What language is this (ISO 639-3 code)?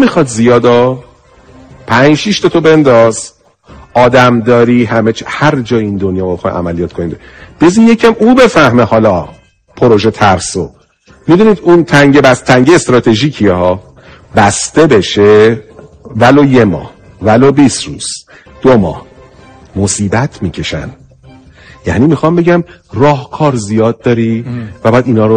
fas